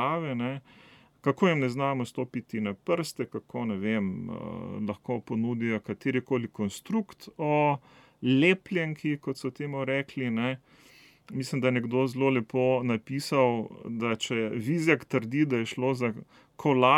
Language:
Slovenian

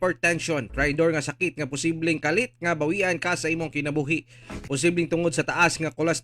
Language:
Cebuano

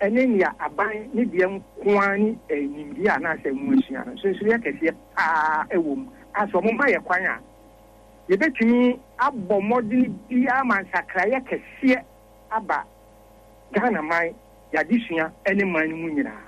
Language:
Akan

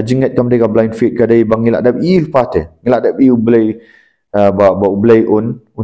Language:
Khasi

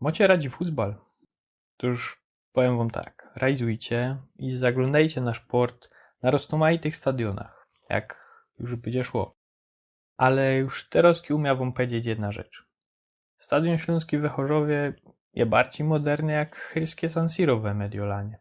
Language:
Silesian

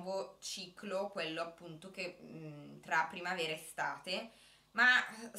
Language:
Italian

